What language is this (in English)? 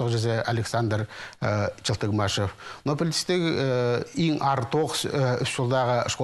Khakas